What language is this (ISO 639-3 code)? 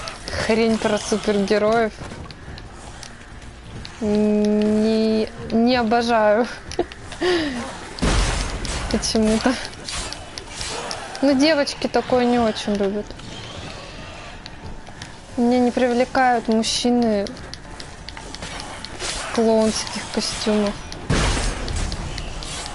rus